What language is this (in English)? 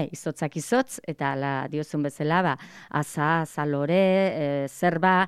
Basque